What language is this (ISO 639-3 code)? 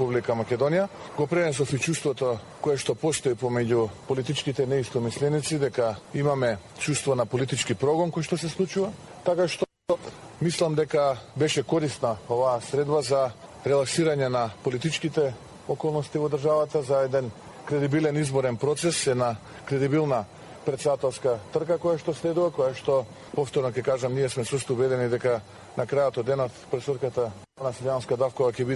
mkd